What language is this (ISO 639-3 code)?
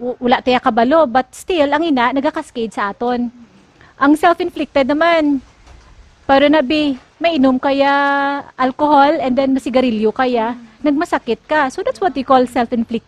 hil